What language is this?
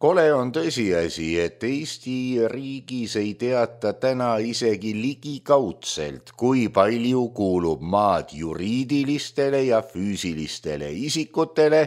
Estonian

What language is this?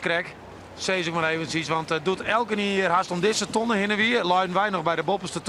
Western Frisian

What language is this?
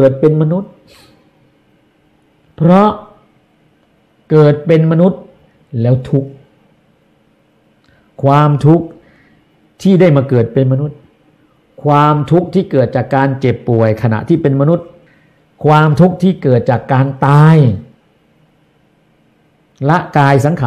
Thai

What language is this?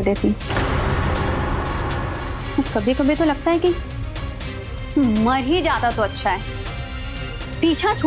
Hindi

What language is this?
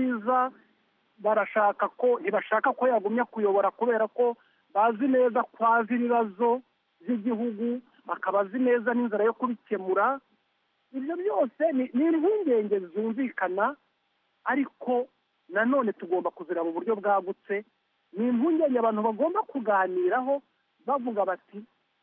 Kinyarwanda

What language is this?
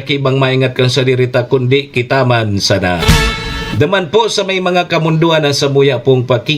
Bikol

